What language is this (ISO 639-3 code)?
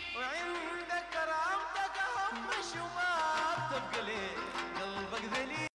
apd